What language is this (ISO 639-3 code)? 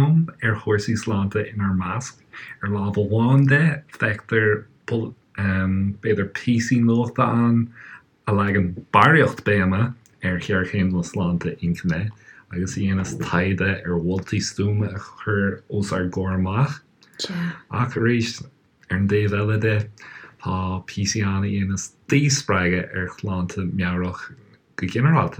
gle